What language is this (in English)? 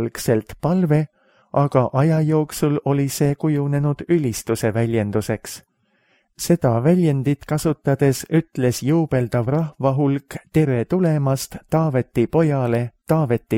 Estonian